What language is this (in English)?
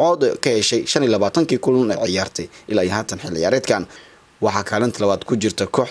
Somali